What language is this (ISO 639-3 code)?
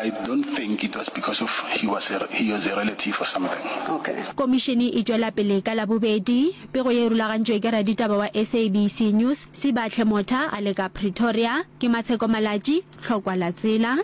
nso